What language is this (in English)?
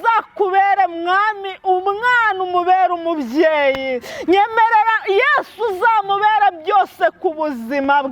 Kinyarwanda